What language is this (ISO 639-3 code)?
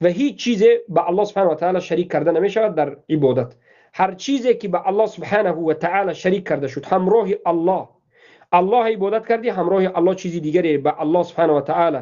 tgk